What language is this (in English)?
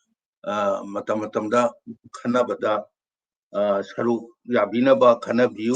Manipuri